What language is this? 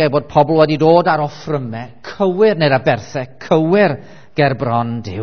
Welsh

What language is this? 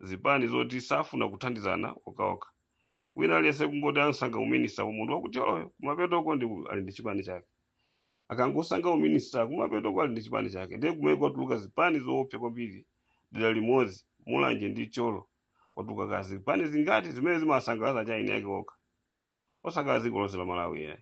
Nyanja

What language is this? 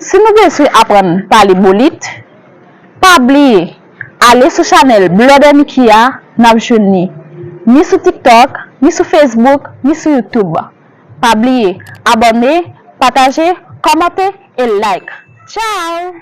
Haitian Creole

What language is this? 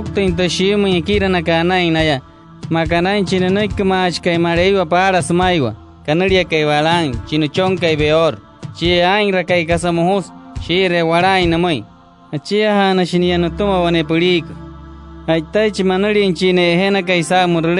Wayuu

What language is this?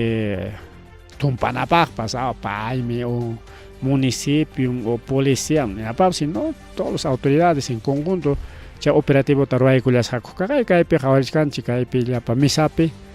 Ayacucho Quechua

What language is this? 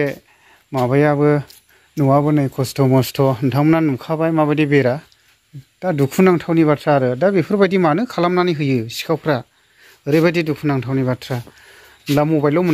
Bodo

